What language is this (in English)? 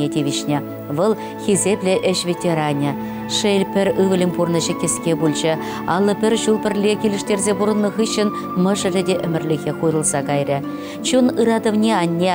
Chuvash